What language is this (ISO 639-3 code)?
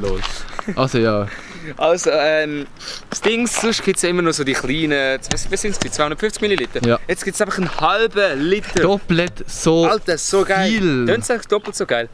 gsw